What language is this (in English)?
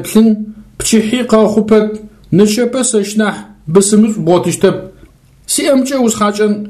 Adyghe